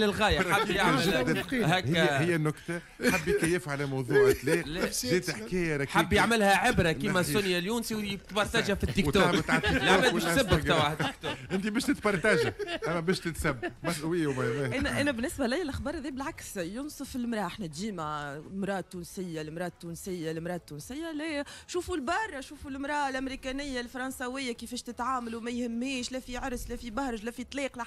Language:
Tunisian Arabic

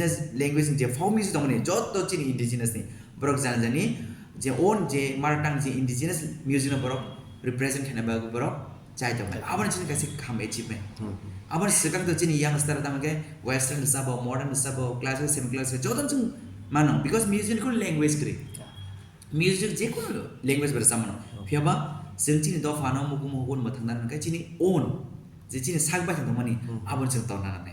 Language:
Kok Borok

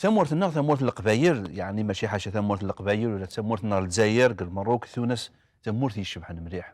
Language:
Kabyle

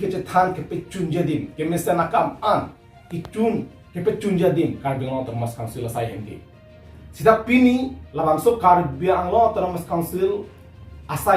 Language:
Karbi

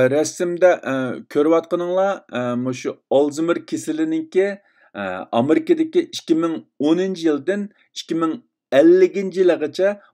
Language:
Uyghur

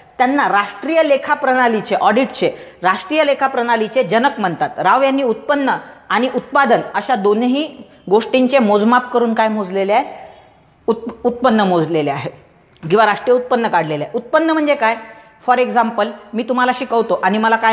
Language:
Marathi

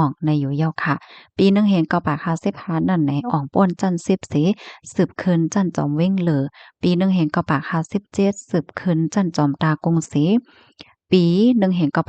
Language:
Shan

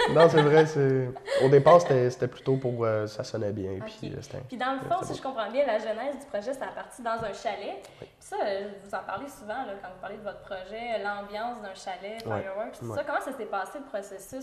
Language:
French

